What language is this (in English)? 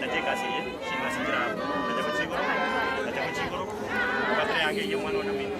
Gusii